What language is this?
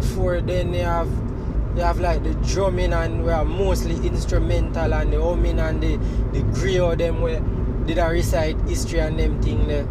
Jamaican Creole English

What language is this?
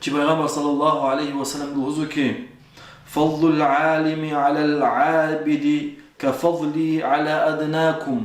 Lezghian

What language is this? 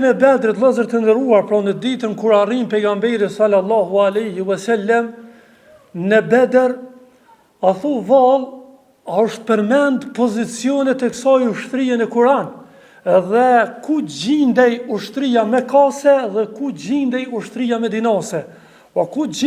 Albanian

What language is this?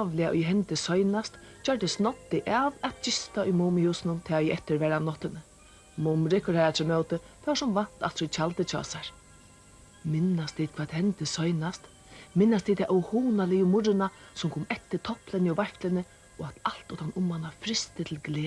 Faroese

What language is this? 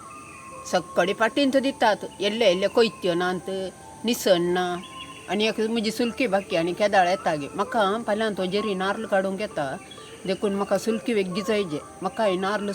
Konkani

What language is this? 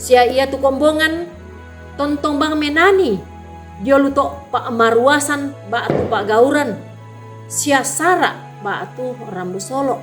Toraja-Sa'dan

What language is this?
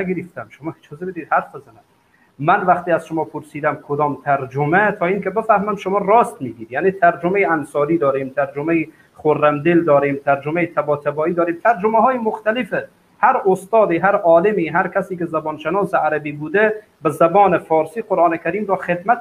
Persian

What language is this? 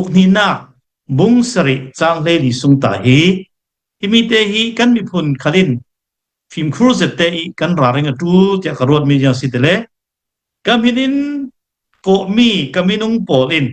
Hakha Chin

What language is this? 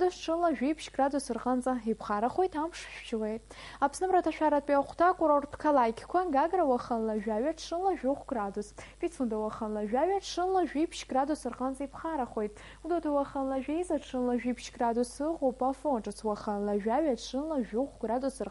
Abkhazian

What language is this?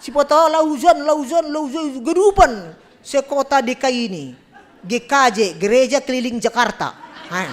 Batak Simalungun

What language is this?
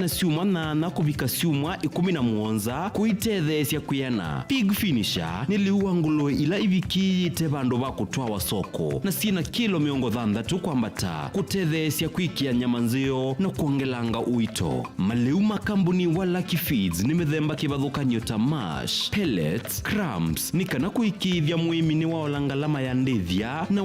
Kamba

